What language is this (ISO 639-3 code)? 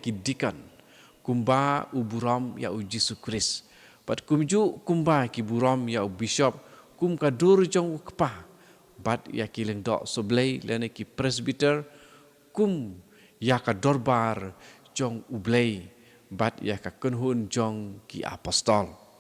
kha